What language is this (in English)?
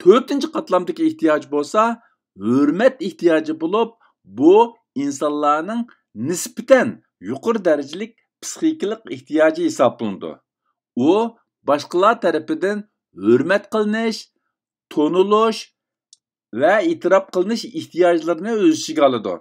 Uyghur